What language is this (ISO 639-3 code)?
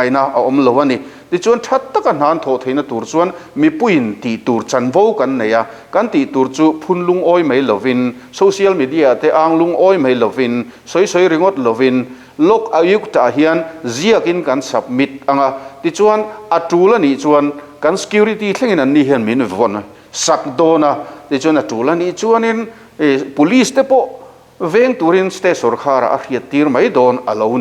lus